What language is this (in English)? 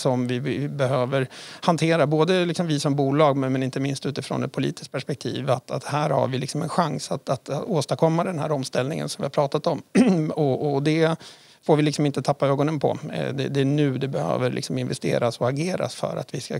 Swedish